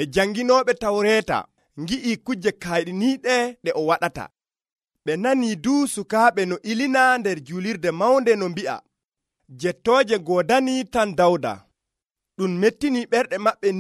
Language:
Nigerian Fulfulde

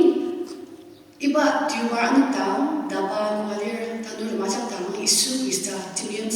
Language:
Ao Naga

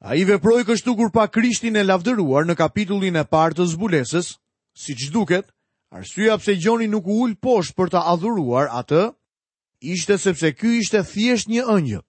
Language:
Albanian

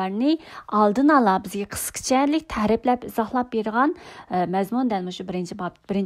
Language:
Uyghur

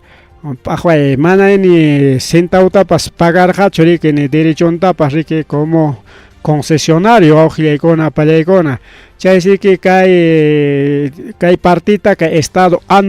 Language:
Ayacucho Quechua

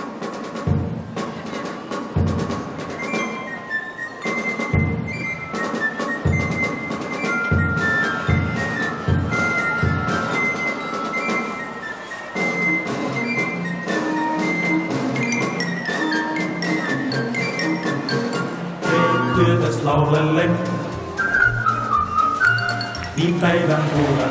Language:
Finnish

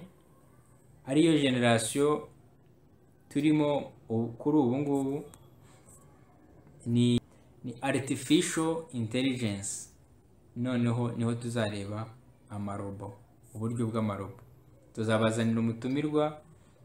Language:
Kinyarwanda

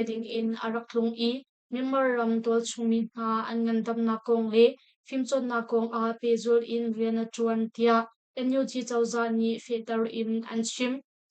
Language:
Hakha Chin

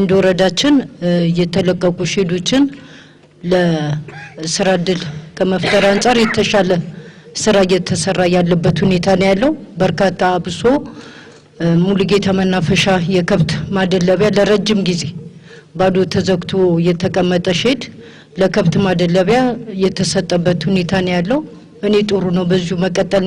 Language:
Amharic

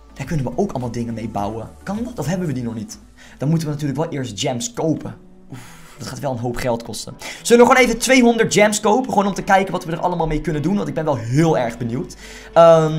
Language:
Dutch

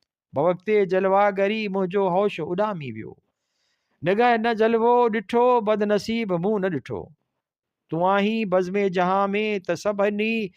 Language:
Sindhi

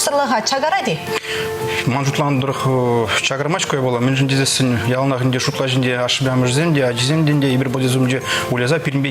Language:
Chuvash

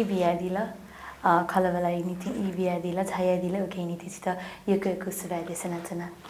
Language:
Newari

